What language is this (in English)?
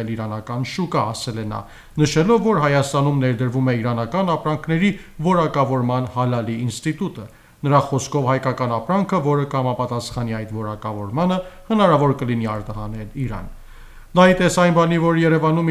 Armenian